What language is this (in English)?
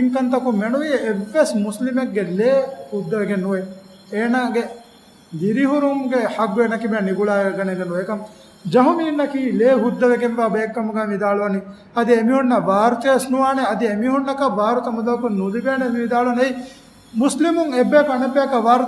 Divehi